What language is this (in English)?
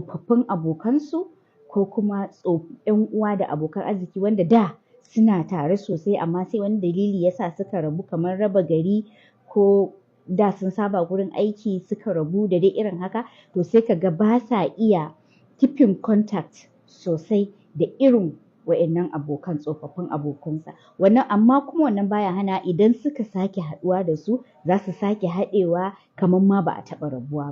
Hausa